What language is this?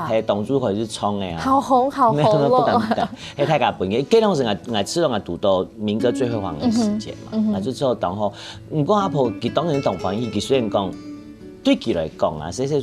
Hakka Chinese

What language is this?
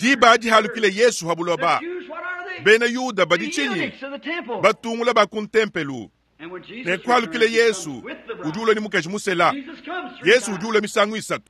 Luba-Lulua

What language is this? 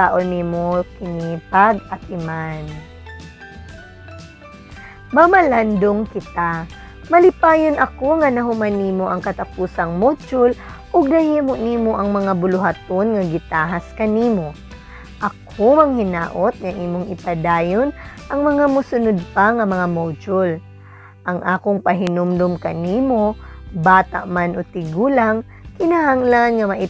Cebuano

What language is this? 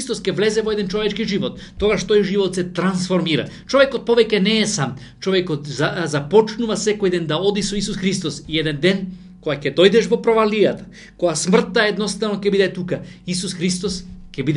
Macedonian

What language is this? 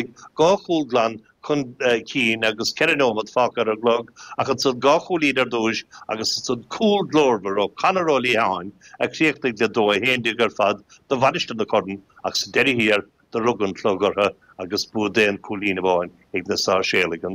Irish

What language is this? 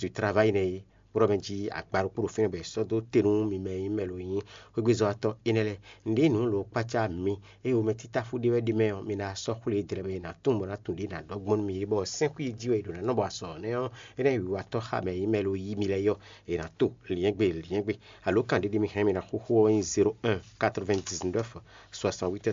Fon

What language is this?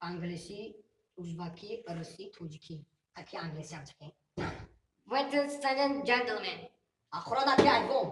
Tajik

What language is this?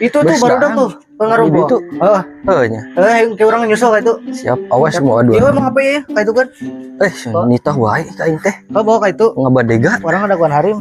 Sundanese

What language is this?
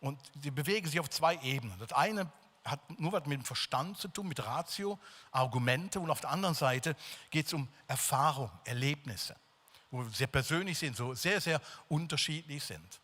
Swiss German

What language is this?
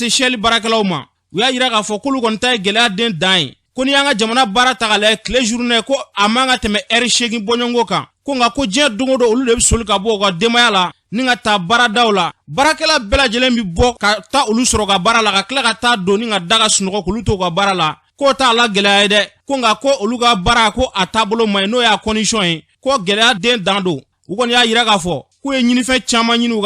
Bambara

